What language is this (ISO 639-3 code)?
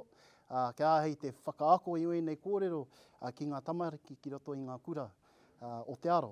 mri